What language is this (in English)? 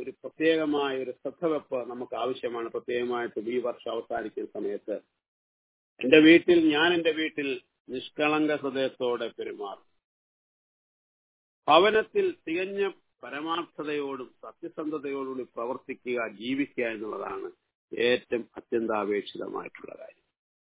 Malayalam